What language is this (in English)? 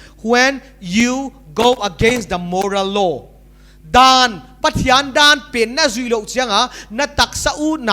Paite Chin